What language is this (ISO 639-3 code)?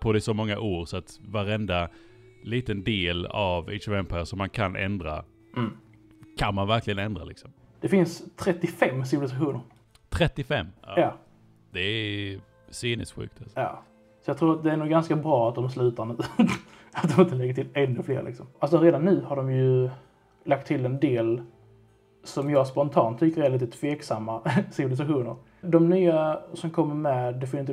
swe